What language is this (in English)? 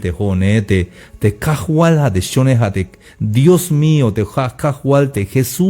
Tzeltal